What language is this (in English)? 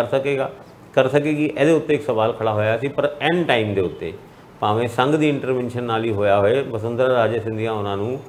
Punjabi